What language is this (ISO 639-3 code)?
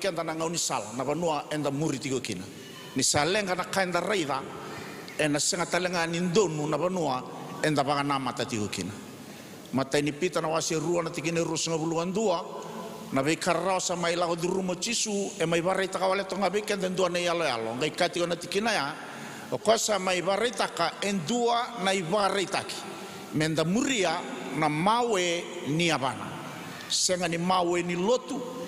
fij